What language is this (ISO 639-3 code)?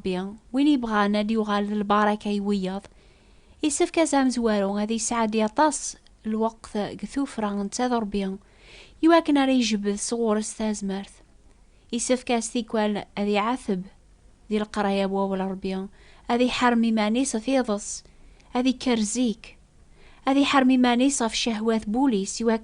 kab